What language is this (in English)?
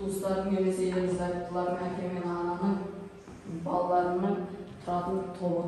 Kazakh